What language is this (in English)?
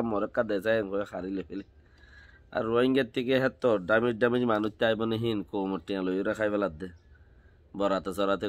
Rohingya